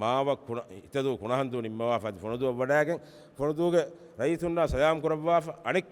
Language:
Divehi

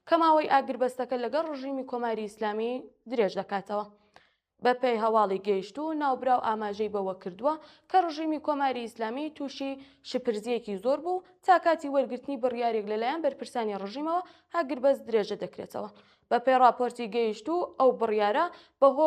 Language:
Central Kurdish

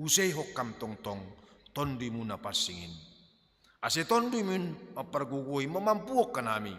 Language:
Batak Simalungun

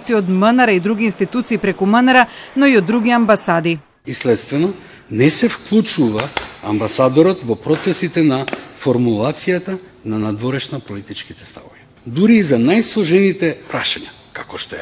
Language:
Macedonian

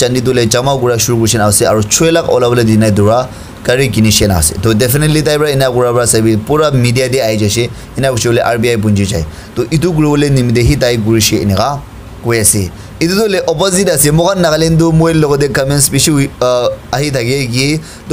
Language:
Naga Pidgin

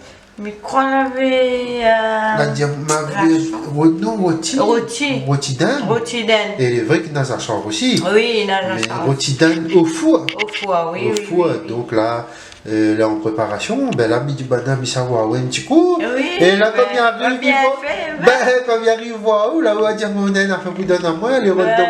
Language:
Réunion Creole French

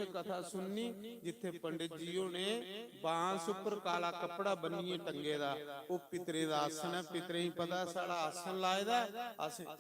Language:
Dogri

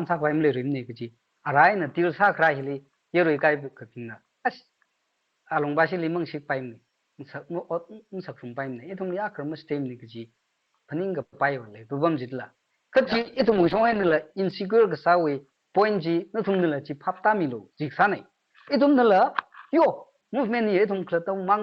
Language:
Tangkhul Naga (India)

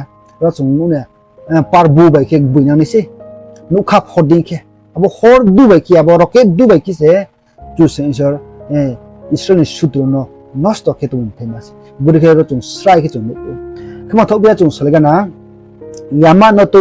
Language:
Riang (India)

